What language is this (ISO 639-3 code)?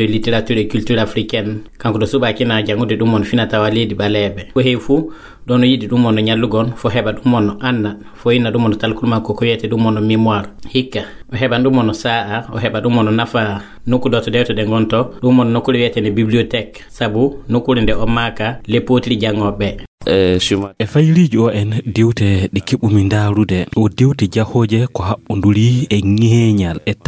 ful